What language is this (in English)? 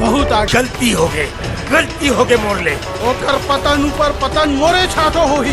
Chhattisgarhi